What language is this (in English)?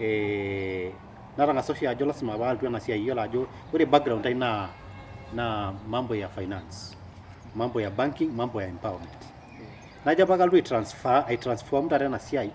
Masai